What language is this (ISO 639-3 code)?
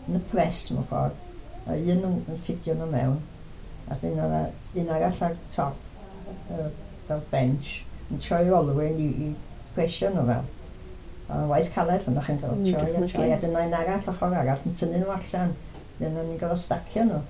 cym